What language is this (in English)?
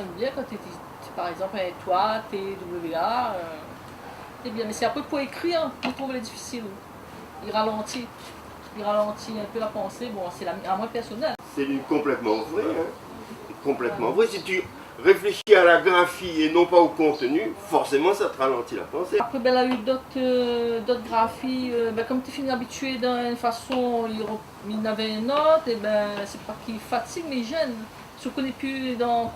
Réunion Creole French